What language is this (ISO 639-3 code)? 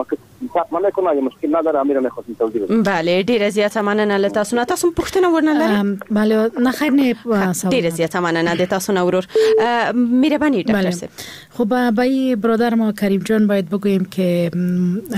fas